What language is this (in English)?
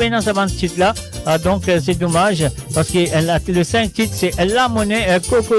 Morisyen